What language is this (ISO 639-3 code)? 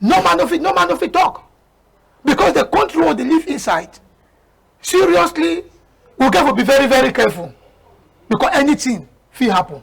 wes